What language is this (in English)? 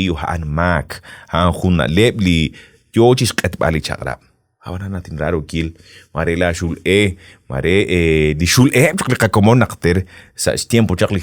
Kekchí